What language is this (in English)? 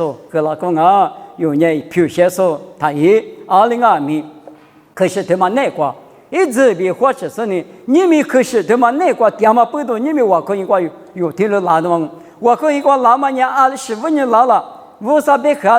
Lisu